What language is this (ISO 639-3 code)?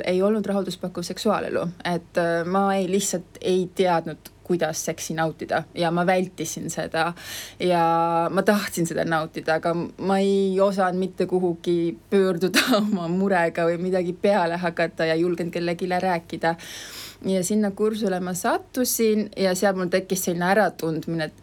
est